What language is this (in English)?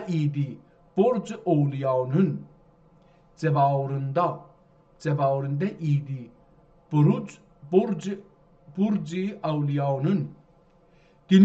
South Azerbaijani